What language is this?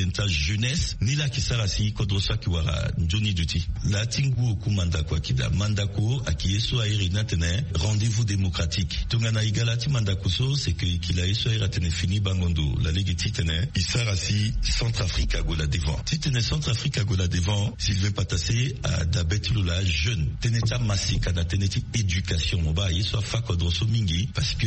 Sango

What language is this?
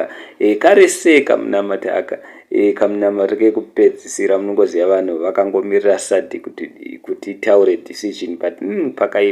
Shona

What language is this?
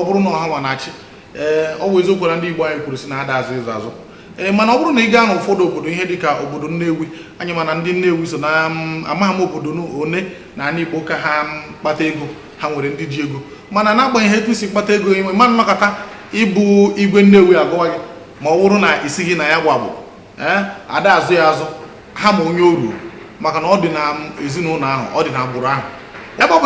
Igbo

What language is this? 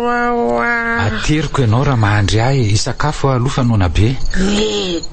Malagasy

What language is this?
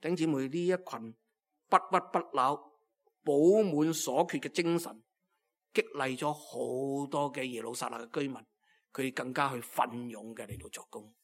Cantonese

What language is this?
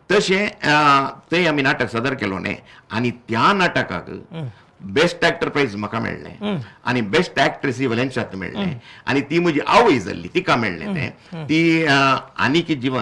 Konkani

